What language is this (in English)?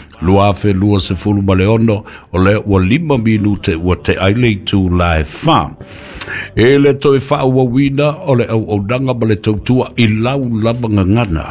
Samoan